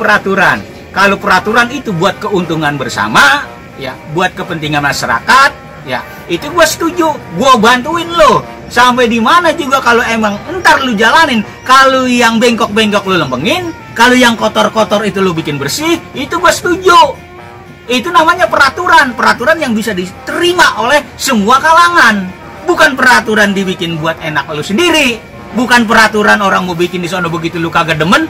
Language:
Betawi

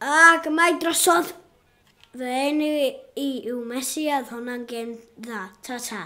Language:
Welsh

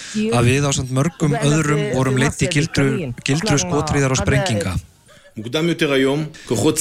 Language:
Icelandic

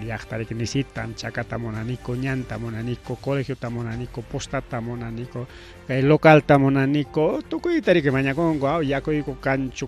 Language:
Ayacucho Quechua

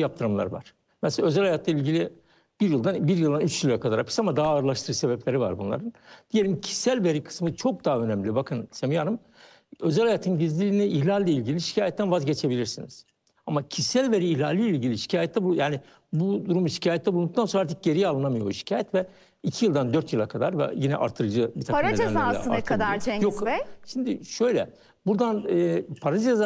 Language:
Turkish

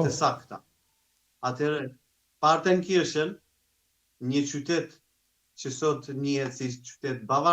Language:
Albanian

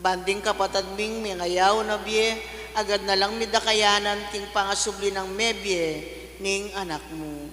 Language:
Pampanga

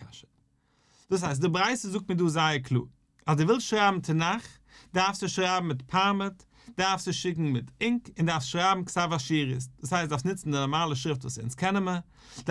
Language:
Yiddish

